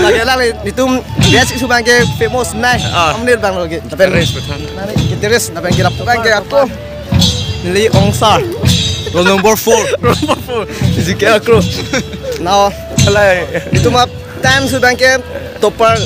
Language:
Karbi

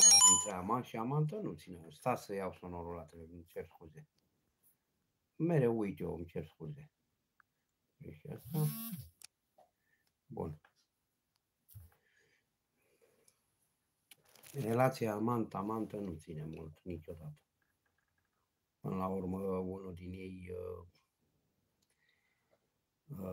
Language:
Romanian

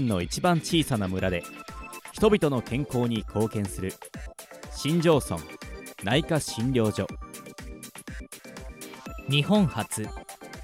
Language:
Japanese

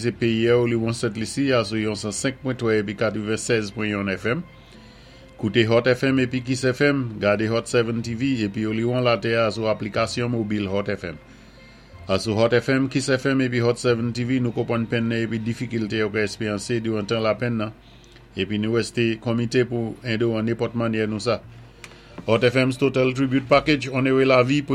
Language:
Saint Lucian Creole French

